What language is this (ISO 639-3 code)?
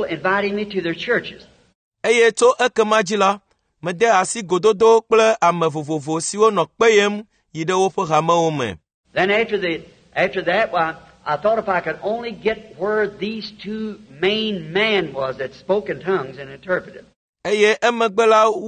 ewe